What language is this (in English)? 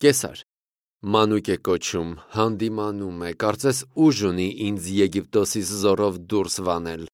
Armenian